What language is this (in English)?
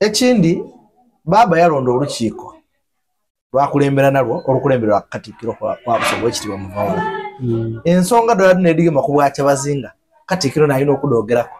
Soga